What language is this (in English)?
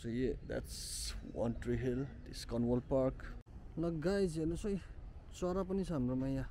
Nepali